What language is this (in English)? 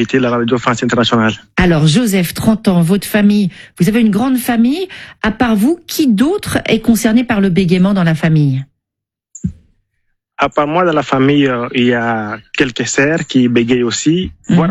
French